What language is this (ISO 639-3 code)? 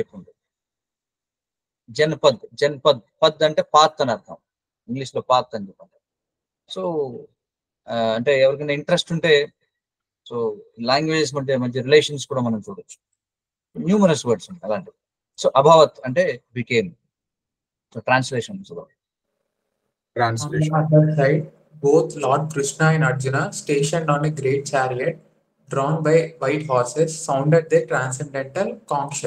tel